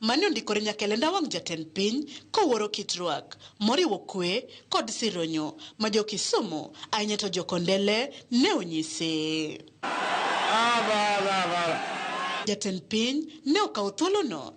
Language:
Luo (Kenya and Tanzania)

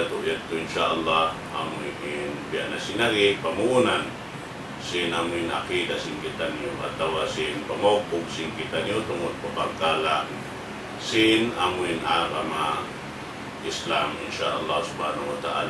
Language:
Tausug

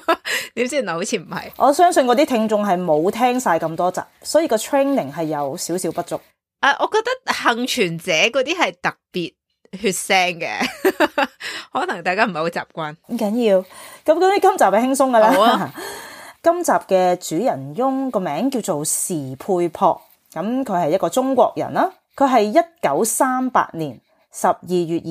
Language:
Cantonese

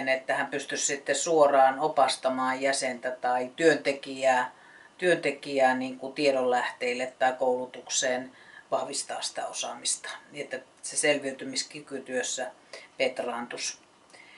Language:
Finnish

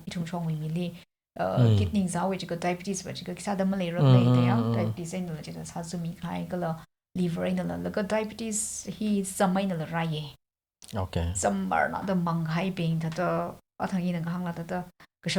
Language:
Tangkhul Naga (India)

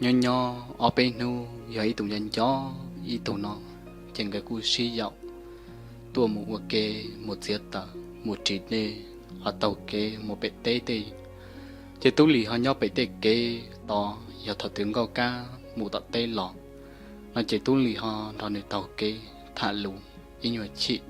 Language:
Hmong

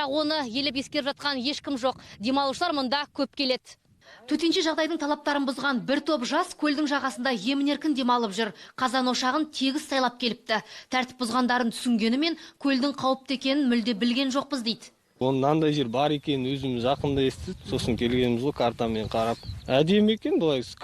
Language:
Kazakh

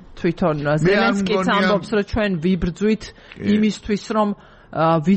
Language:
Georgian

